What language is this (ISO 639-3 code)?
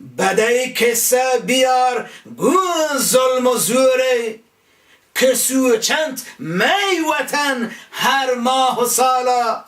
bal